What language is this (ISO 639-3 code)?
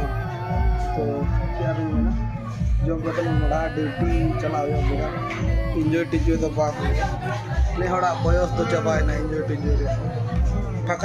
sat